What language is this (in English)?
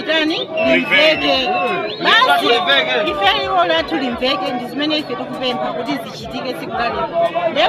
Nyanja